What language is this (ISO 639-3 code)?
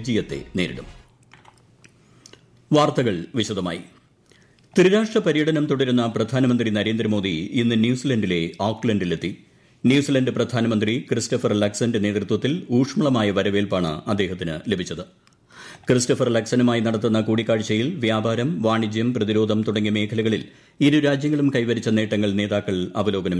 mal